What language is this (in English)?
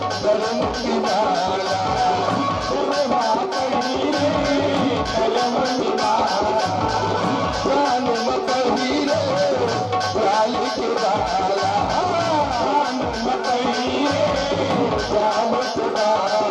Chhattisgarhi